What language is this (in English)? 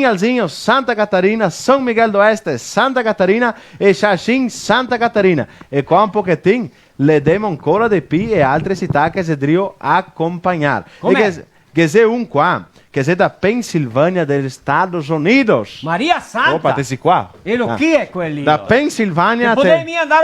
Venetian